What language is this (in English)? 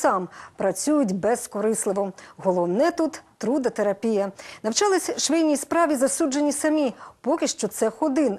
Ukrainian